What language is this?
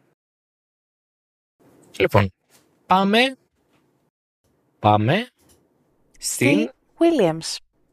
Greek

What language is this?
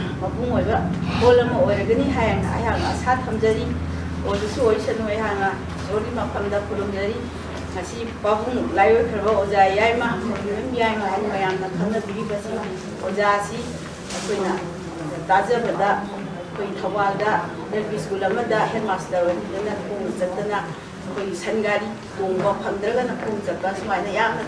Manipuri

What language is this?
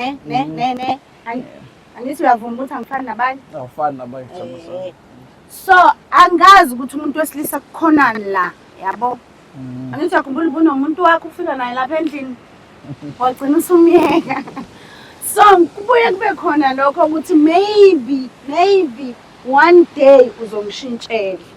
Zulu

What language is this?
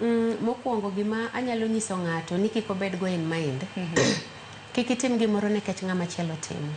Luo (Kenya and Tanzania)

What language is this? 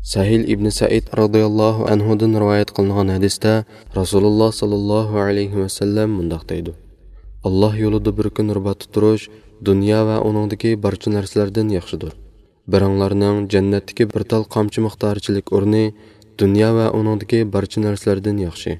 Uyghur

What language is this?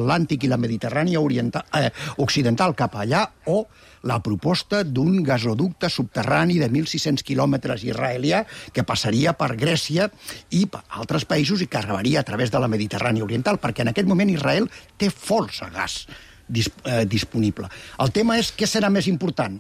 Catalan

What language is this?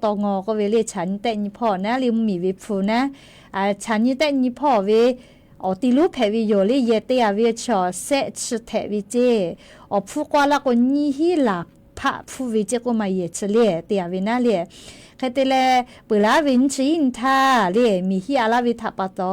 Lahu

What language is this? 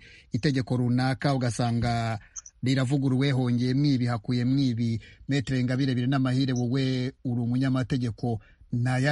Kinyarwanda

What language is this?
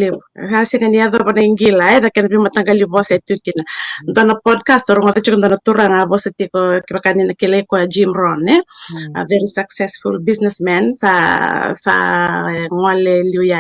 Fijian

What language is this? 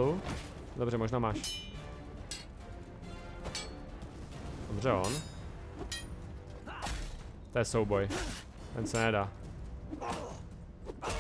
Czech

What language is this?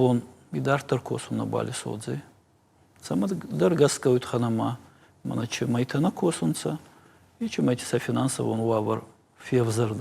Ossetic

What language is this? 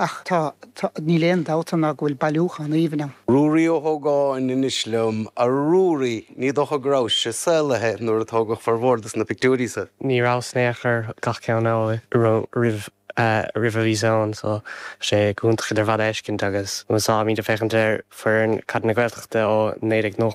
Irish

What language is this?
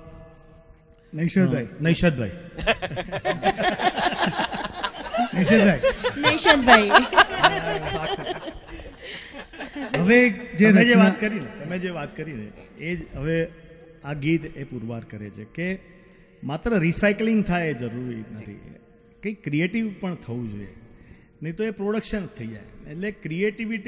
Gujarati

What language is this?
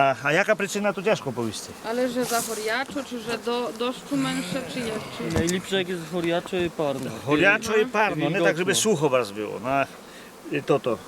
Rusyn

